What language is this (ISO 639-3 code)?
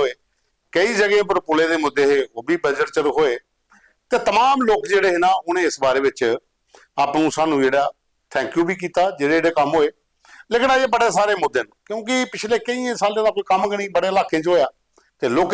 doi